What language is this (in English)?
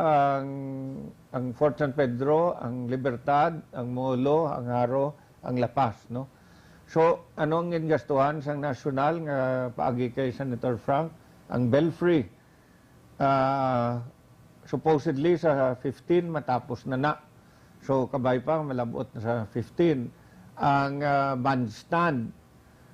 Hiligaynon